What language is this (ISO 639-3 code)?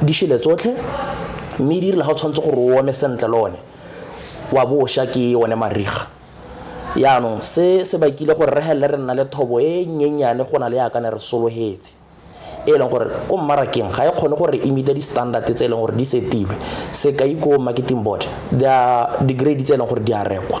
tsn